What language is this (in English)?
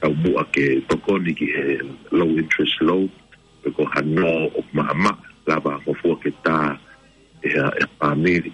Tongan